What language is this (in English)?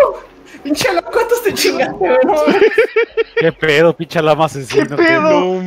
Spanish